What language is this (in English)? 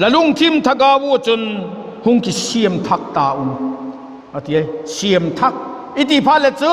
Vaiphei